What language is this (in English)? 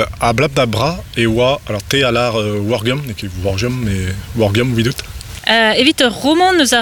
Breton